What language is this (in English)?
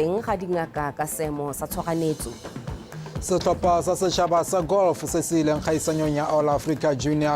Tswana